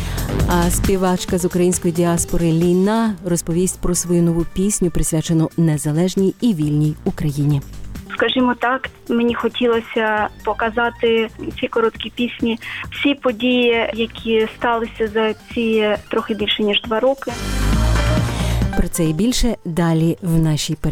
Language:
Ukrainian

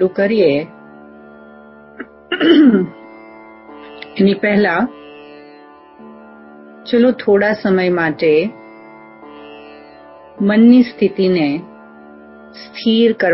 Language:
Gujarati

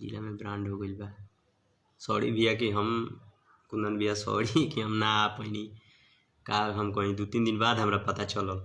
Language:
Bhojpuri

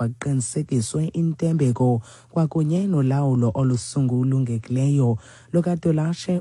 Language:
Xhosa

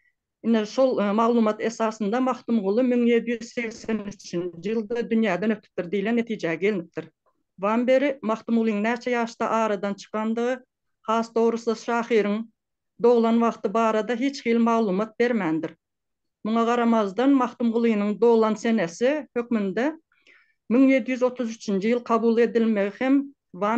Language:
Turkmen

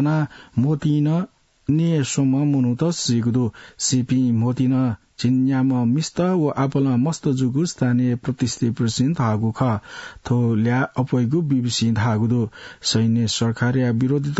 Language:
Newari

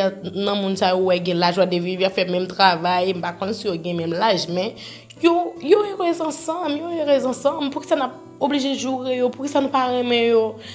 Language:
Haitian Creole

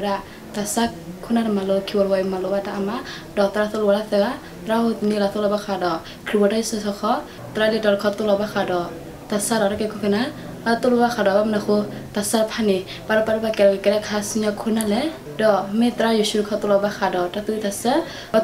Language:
S'gaw Karen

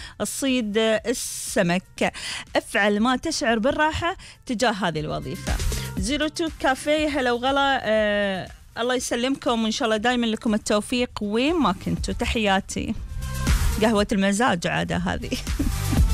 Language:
Gulf Arabic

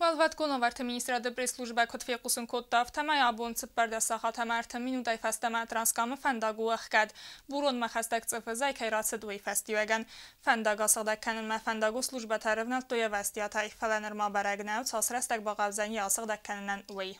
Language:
Ossetic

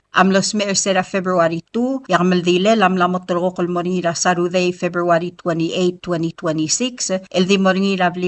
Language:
Palauan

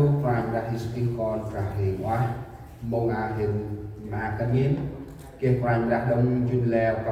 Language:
Central Mnong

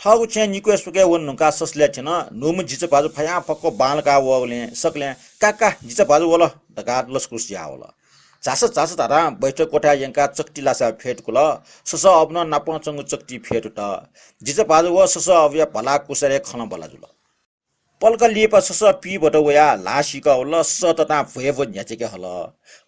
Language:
Newari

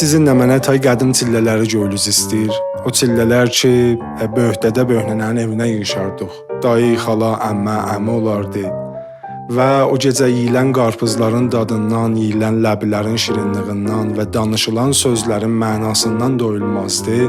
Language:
South Azerbaijani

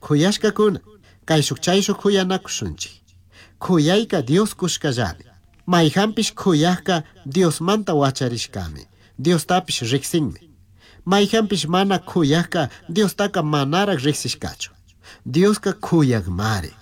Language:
Chimborazo Highland Quichua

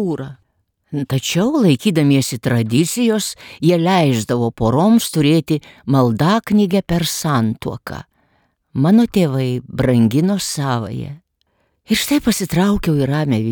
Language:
Lithuanian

